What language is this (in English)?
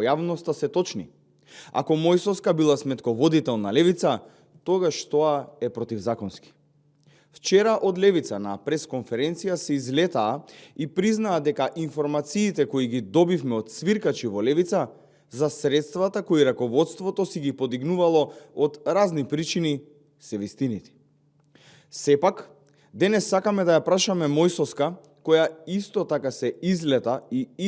Macedonian